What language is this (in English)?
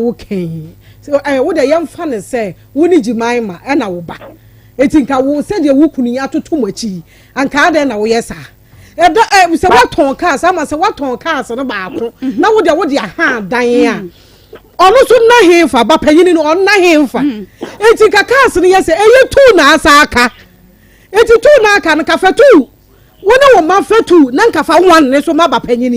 Akan